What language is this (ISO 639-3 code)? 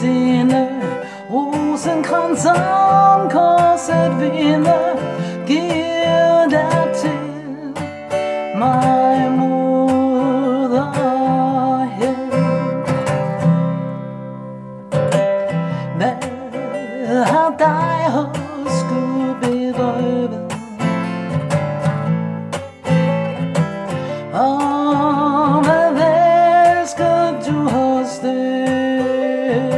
dan